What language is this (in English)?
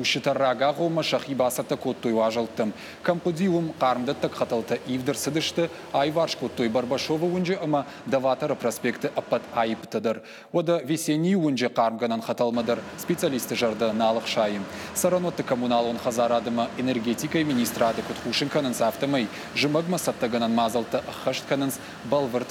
Ossetic